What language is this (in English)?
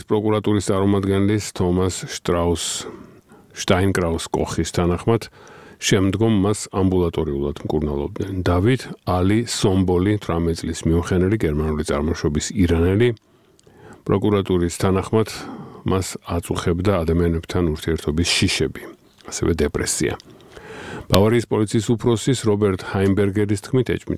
Georgian